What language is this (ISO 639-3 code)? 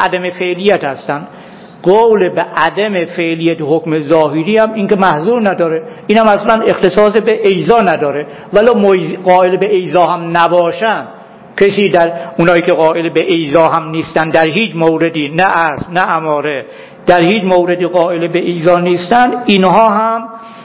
fas